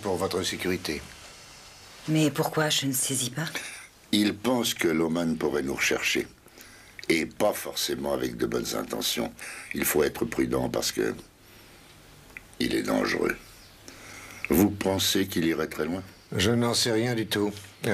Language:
French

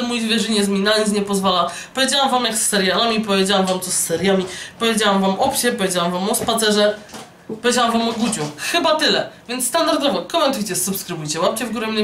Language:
Polish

